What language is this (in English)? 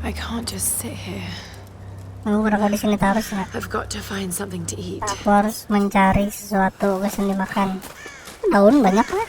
Banjar